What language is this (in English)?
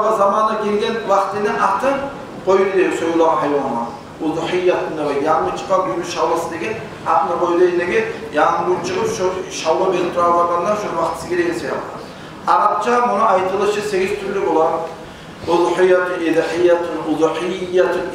Kumyk